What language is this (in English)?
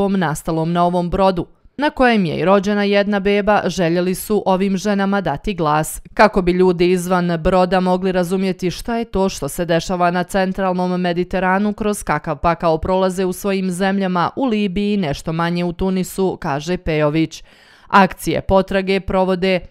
Bosnian